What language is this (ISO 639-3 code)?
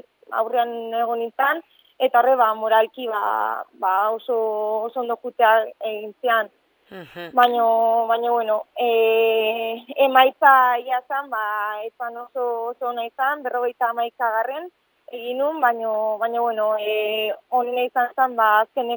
eus